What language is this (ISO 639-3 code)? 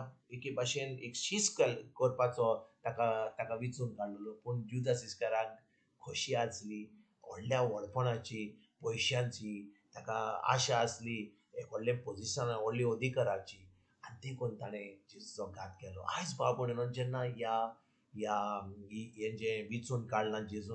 kok